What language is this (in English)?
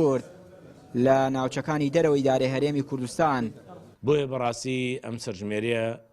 Central Kurdish